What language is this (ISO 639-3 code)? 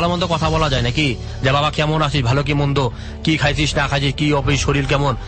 ben